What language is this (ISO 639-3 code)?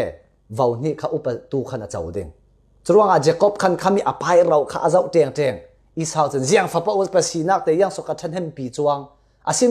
cfm